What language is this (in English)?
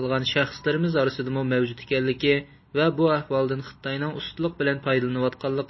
Uyghur